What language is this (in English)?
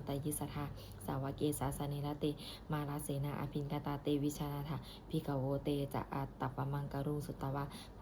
Pali